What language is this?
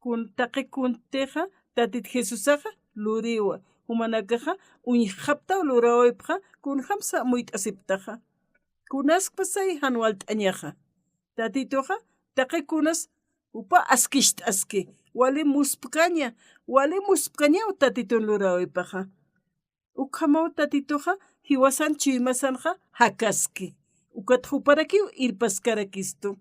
Aymara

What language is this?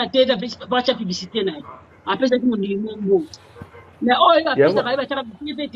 Lingala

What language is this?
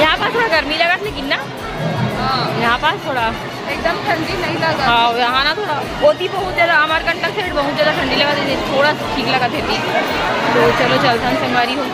Chhattisgarhi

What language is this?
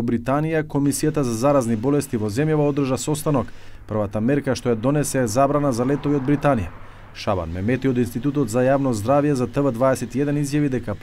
Macedonian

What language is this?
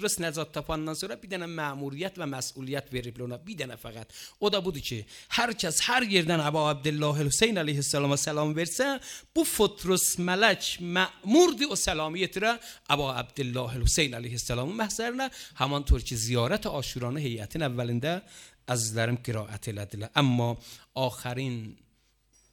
Azerbaijani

